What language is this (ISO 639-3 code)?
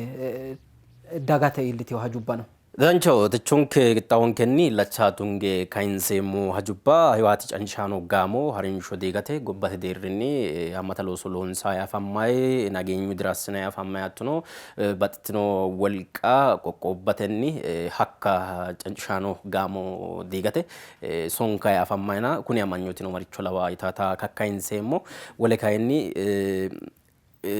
sid